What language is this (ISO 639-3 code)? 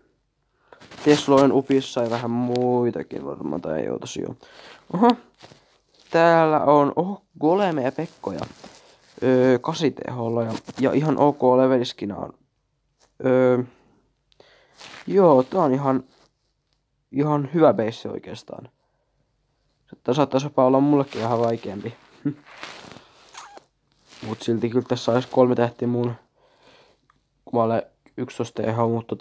fin